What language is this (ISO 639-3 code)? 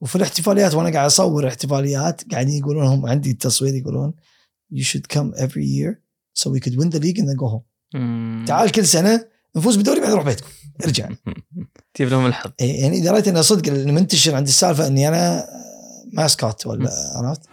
afb